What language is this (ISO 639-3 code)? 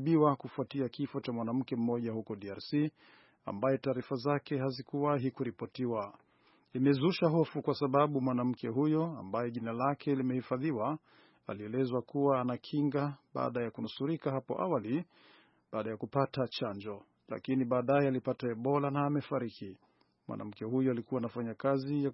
swa